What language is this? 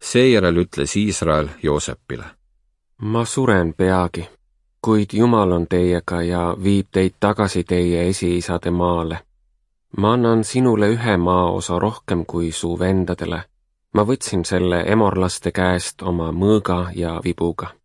Estonian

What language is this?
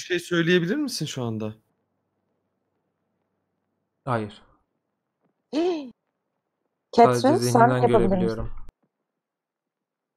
Turkish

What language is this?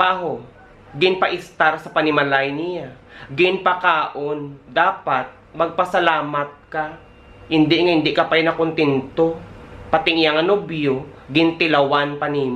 Hiligaynon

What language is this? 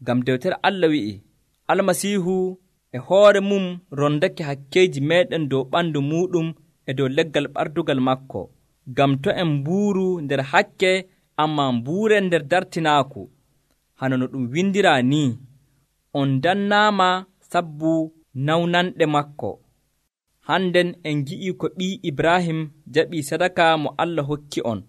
Nigerian Fulfulde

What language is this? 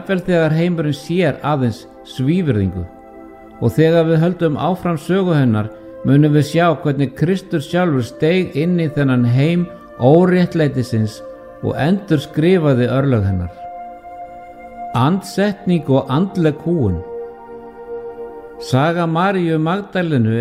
Icelandic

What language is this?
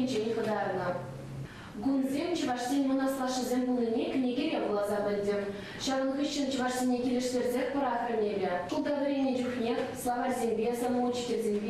Chuvash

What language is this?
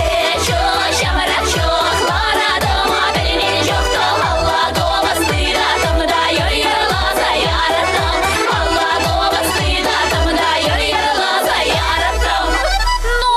Chuvash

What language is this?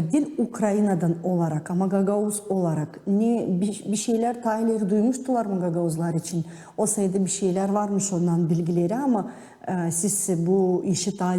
Gagauz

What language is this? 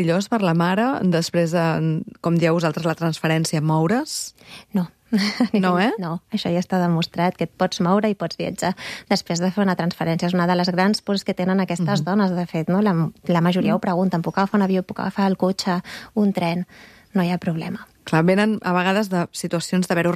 Catalan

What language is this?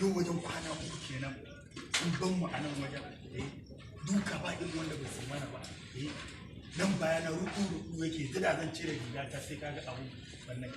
Hausa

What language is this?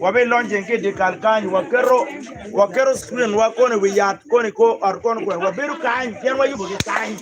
Acoli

